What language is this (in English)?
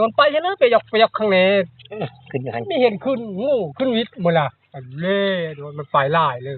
Northeastern Thai